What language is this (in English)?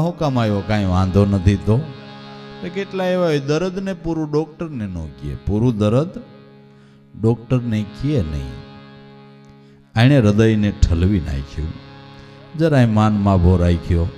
Gujarati